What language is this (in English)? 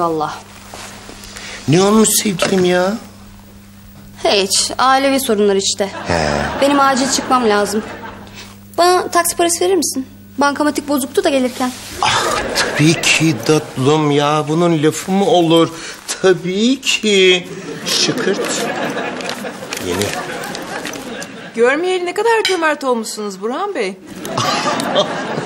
Turkish